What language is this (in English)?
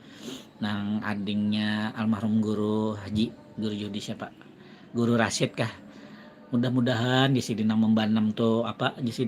Banjar